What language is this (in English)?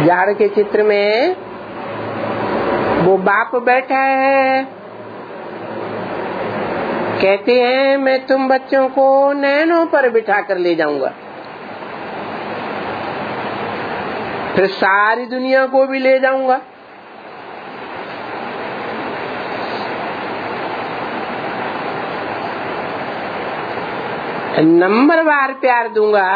Hindi